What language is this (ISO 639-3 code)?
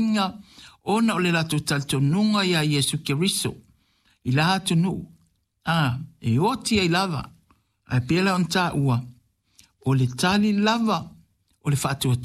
smo